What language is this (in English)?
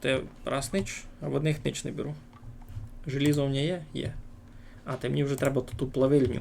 Rusyn